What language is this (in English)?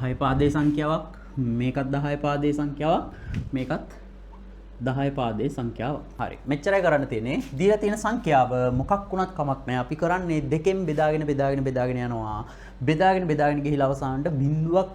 Sinhala